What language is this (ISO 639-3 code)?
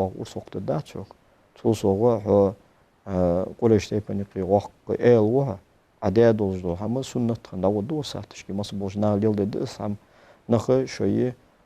inh